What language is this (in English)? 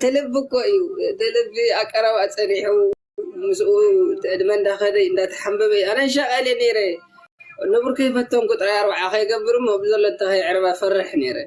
Tigrinya